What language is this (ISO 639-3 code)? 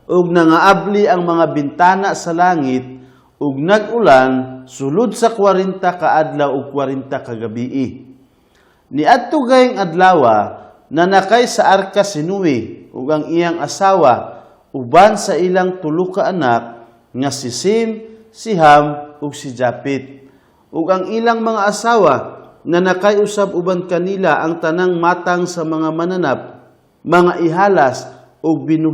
ceb